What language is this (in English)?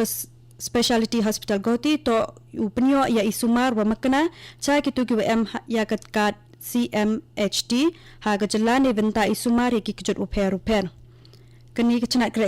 Khasi